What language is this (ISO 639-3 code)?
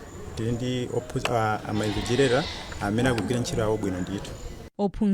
nya